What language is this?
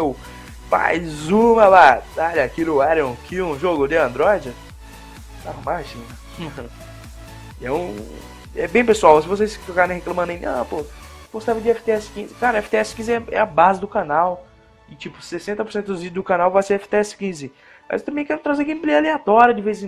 Portuguese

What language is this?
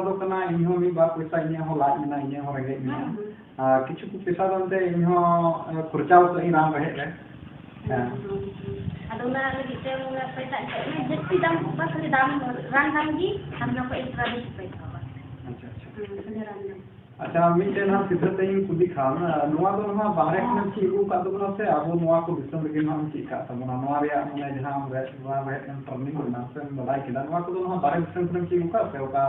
Santali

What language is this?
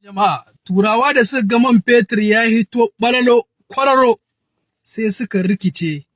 Hausa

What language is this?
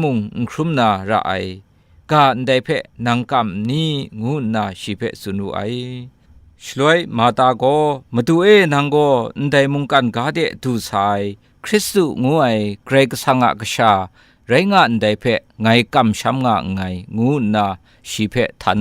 Kachin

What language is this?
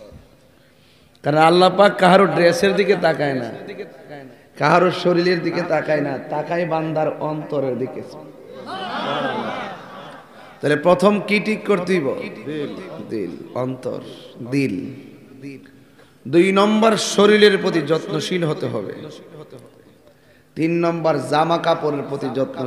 Bangla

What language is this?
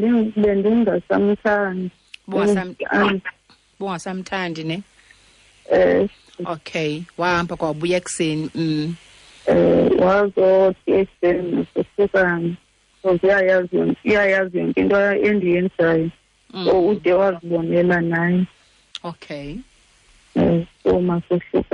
Xhosa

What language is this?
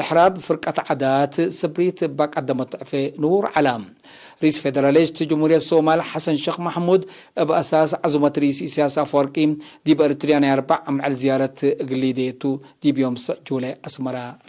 Tigre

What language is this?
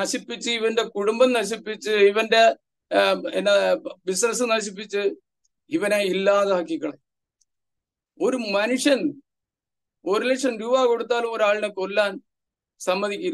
Malayalam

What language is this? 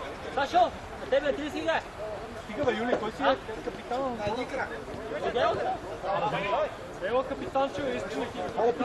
Bulgarian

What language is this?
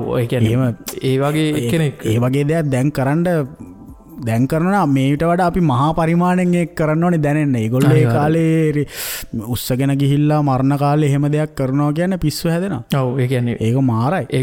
Sinhala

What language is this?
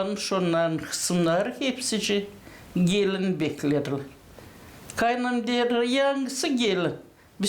Gagauz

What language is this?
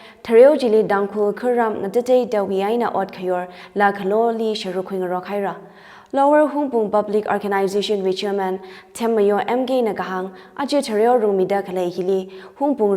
Tangkhul Naga (India)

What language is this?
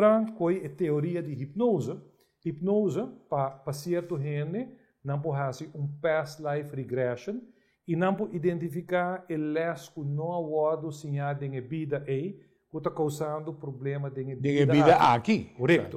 Papiamento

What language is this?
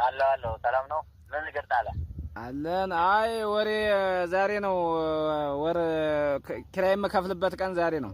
Amharic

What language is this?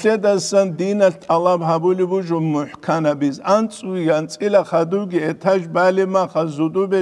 Avaric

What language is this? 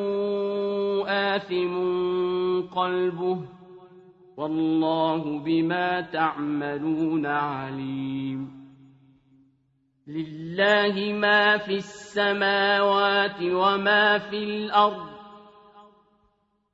Arabic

